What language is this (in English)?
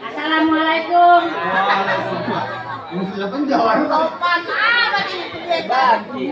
Betawi